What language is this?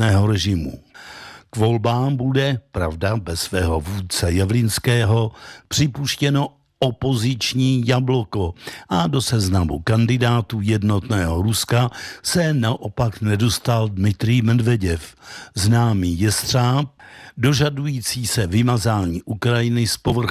Czech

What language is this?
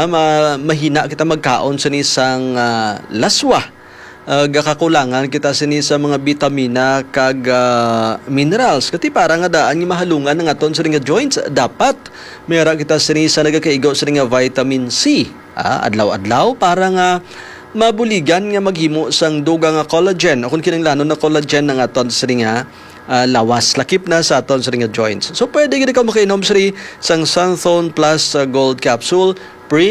Hiligaynon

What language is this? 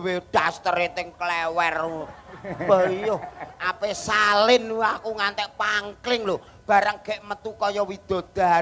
Javanese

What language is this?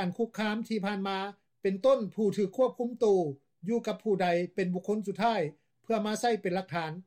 Lao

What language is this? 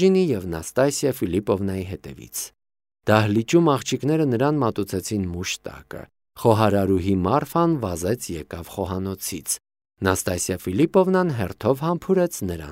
Armenian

